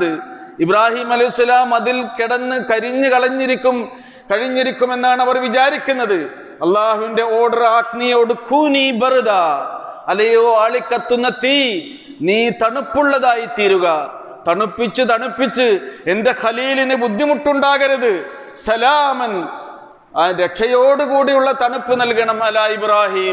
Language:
Malayalam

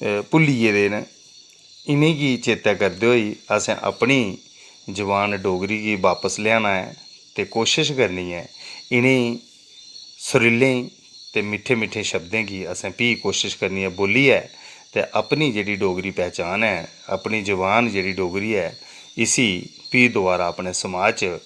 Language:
Dogri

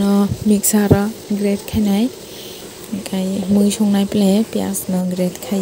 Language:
Kok Borok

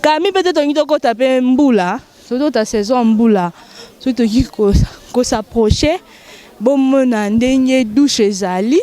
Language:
Lingala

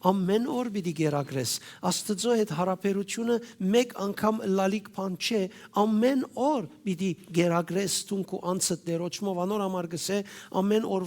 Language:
Western Armenian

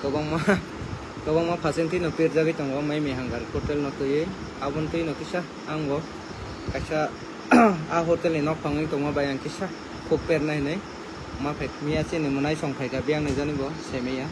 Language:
Kok Borok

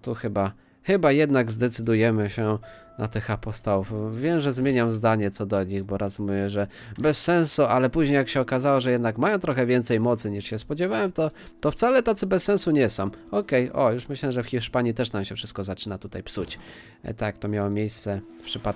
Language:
Polish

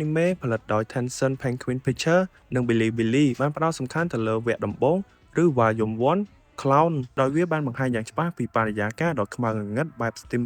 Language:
Khmer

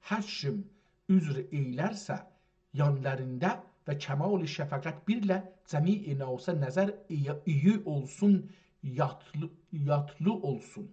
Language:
South Azerbaijani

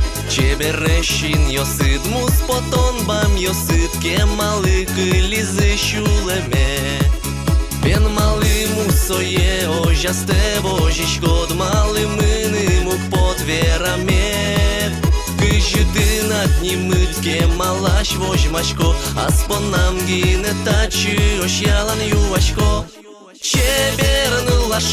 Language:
Udmurt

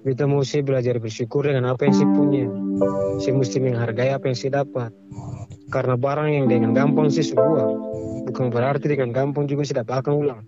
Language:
Ambonese Malay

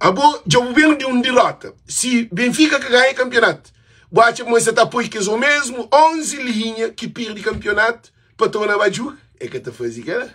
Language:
Kabuverdianu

